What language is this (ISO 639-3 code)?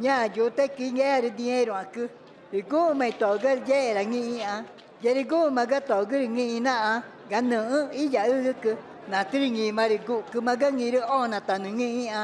tca